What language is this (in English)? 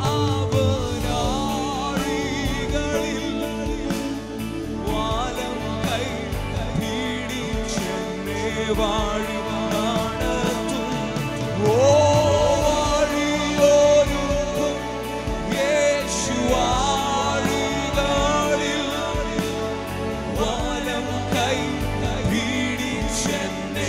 Malayalam